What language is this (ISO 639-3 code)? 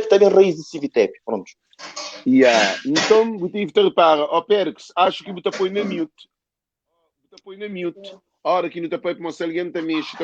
kea